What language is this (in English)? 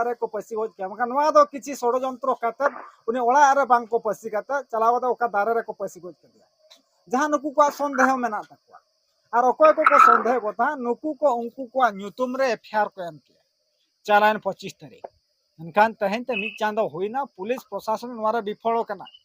Santali